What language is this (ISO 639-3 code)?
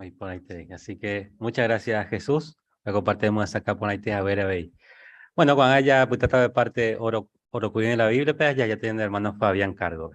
grn